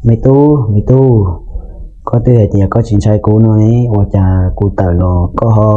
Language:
Hmong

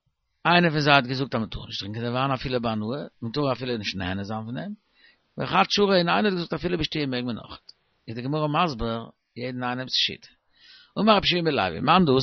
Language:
Yiddish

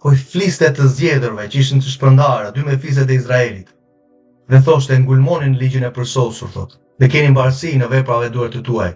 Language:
Albanian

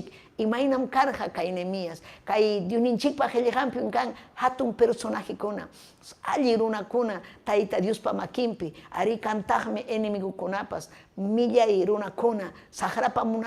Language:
Ayacucho Quechua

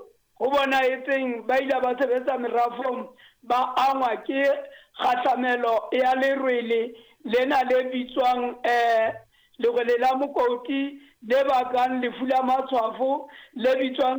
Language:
Southern Sotho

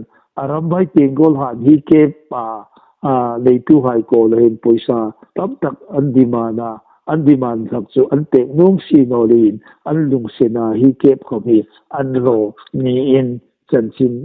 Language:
Hmar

